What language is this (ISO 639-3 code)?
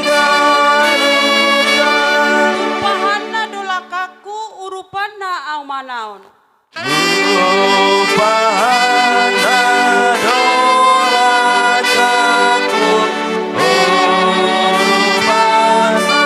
bbc